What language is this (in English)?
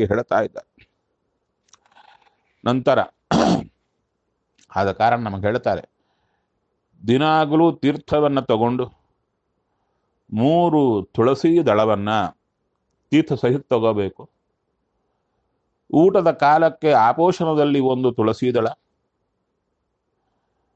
Kannada